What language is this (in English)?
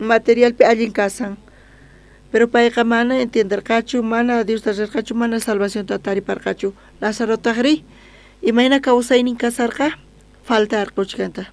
South Bolivian Quechua